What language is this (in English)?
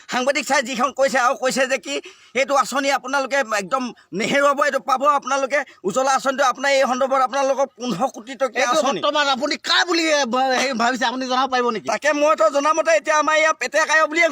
Assamese